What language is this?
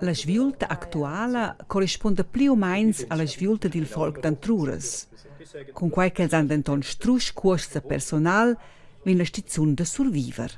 Romansh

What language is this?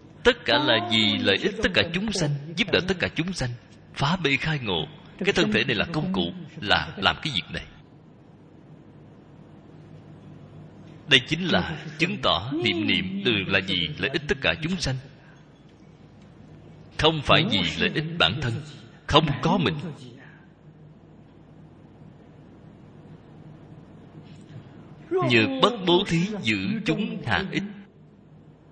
Vietnamese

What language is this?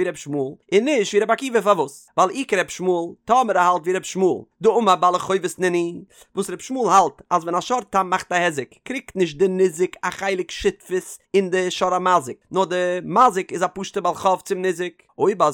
Yiddish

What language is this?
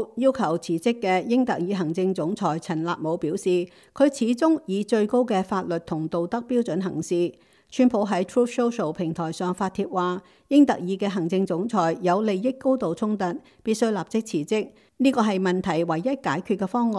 Cantonese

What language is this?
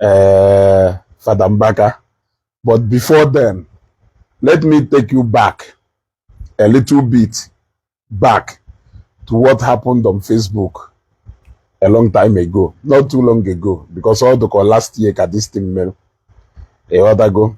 Igbo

